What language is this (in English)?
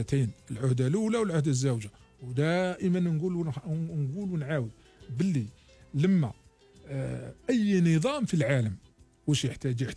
Algerian Arabic